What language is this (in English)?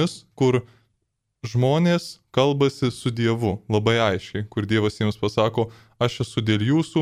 Lithuanian